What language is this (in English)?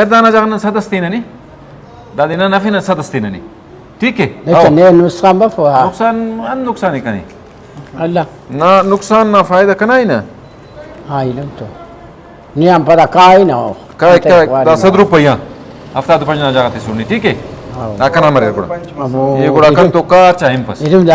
Brahui